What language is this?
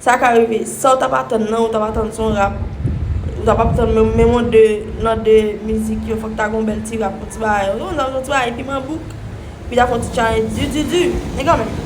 Haitian Creole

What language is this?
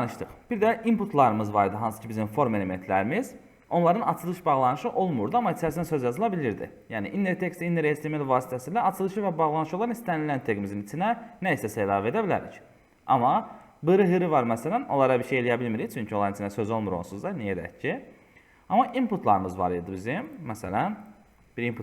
Azerbaijani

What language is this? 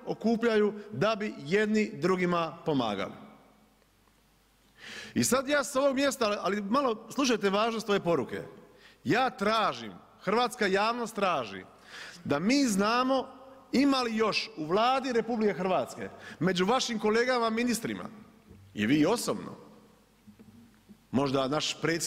Croatian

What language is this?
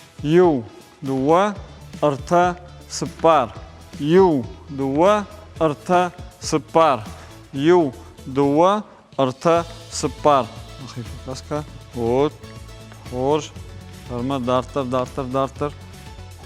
Ossetic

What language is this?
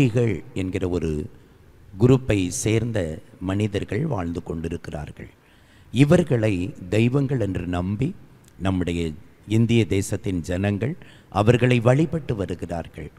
Tamil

